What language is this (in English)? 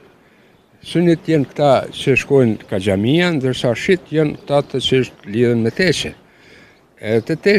Albanian